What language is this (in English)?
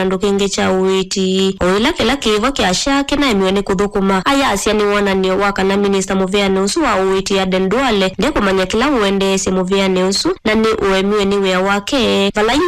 Kamba